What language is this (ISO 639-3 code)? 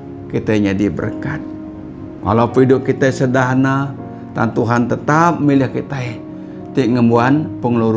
iba